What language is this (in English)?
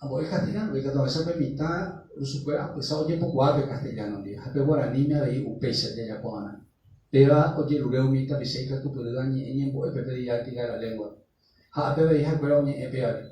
Guarani